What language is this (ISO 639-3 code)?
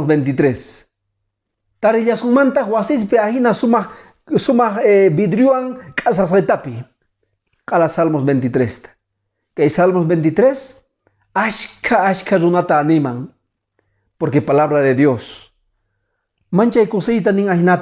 que